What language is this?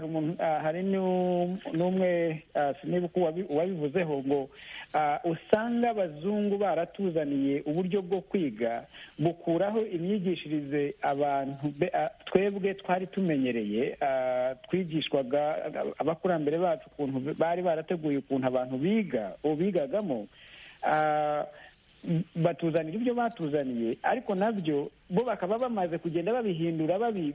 Kinyarwanda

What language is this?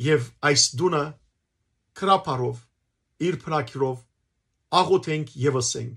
Western Armenian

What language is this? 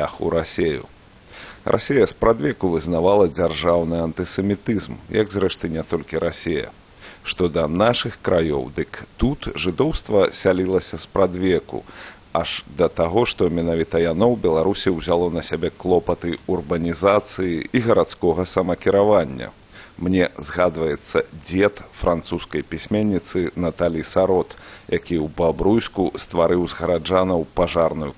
Belarusian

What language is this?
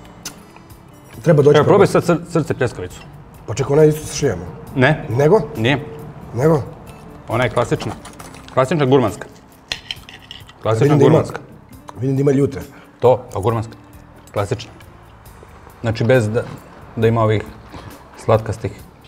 Serbian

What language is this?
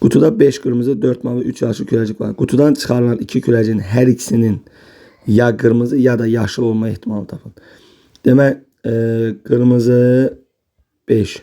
Azerbaijani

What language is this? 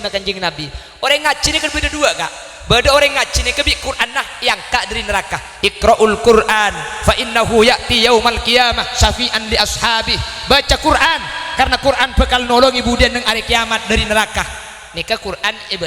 Madurese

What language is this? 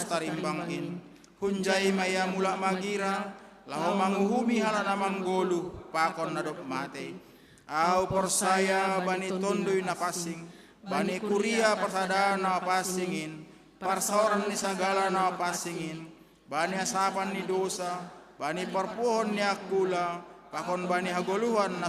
Batak Simalungun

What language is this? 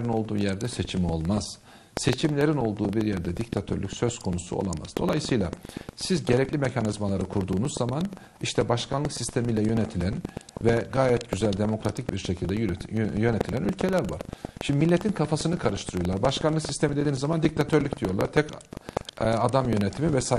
Turkish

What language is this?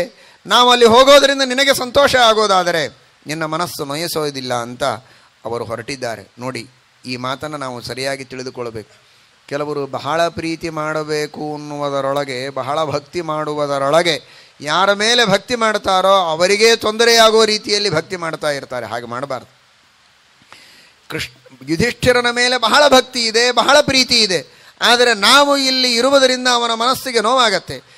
Kannada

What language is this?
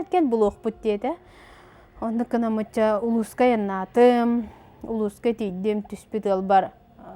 Yakut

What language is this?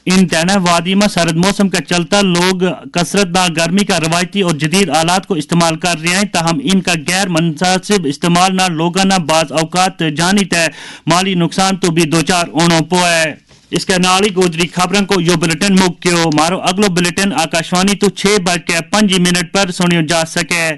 Gujari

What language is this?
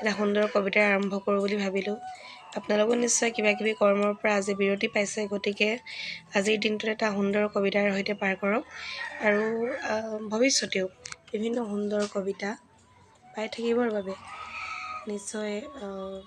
Assamese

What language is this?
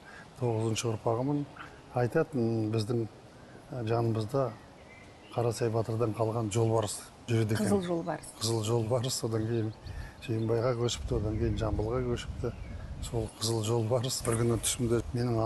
Kazakh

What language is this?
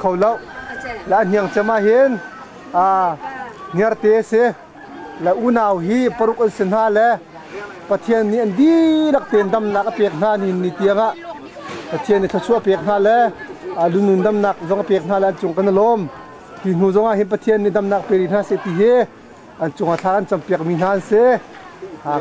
Hakha Chin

